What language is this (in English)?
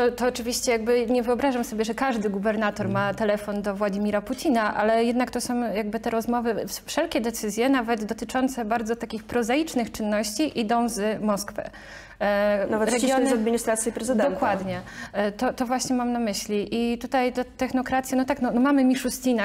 Polish